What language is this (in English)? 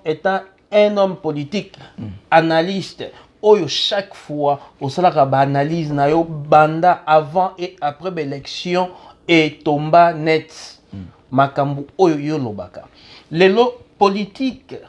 Lingala